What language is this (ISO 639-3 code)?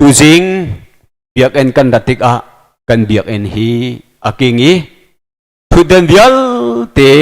cnh